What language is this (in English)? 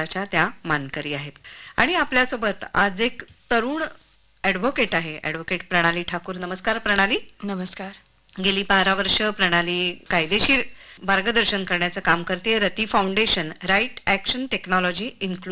Marathi